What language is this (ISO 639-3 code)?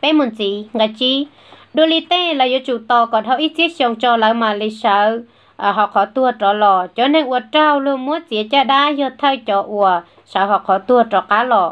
hmn